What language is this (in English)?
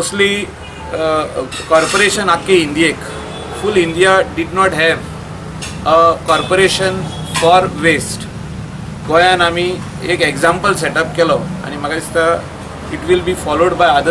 Konkani